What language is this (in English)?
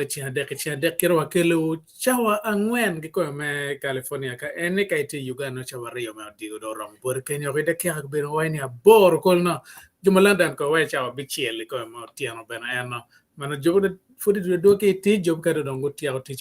Acoli